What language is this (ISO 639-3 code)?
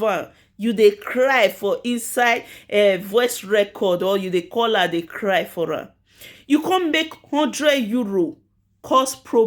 pcm